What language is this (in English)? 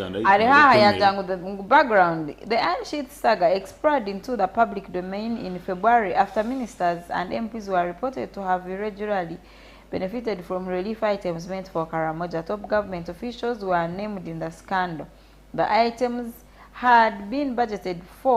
Nyankole